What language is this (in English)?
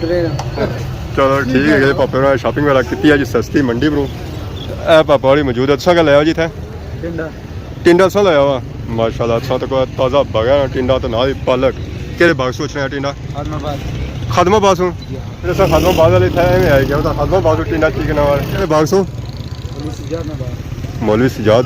Pahari-Potwari